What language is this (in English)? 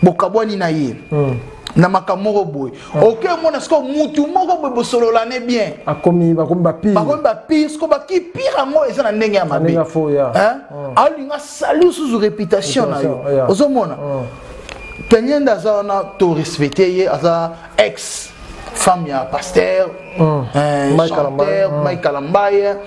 Lingala